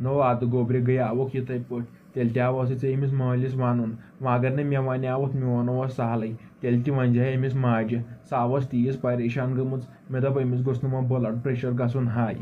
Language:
Kashmiri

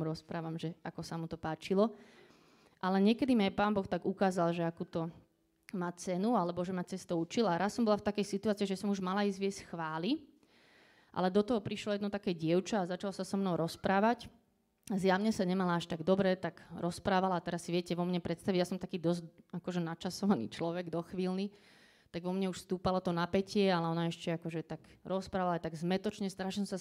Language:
Slovak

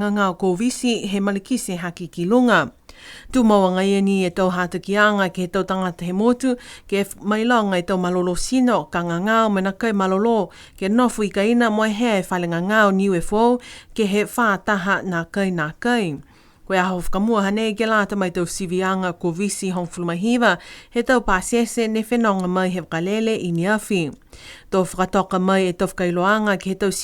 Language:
Niuean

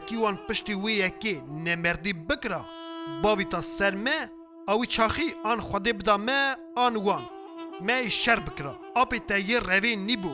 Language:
Kurdish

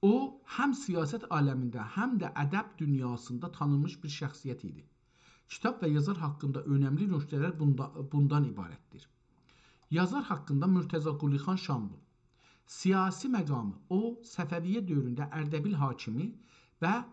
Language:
South Azerbaijani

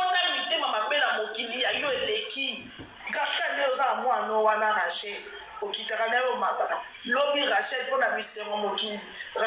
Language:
Lingala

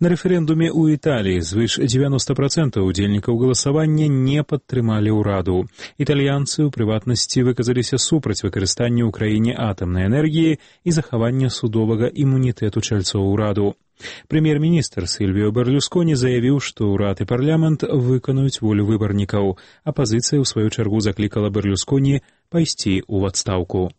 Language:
Belarusian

